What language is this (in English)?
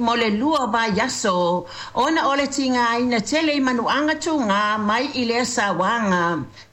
Samoan